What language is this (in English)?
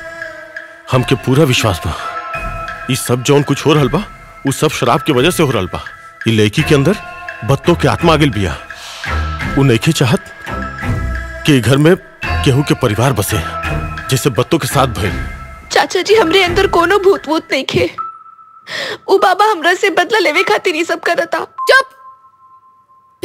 Bhojpuri